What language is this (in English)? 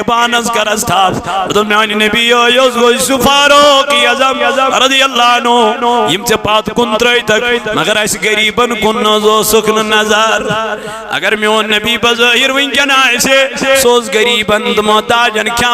Kashmiri